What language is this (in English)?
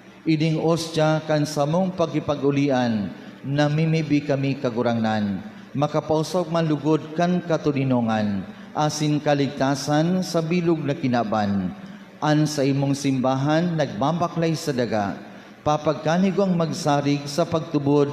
Bikol